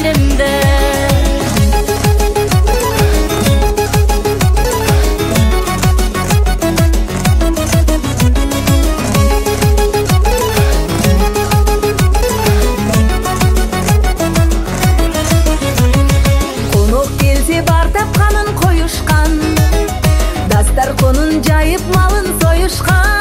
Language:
Kazakh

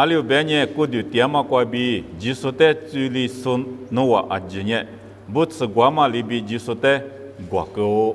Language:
Lisu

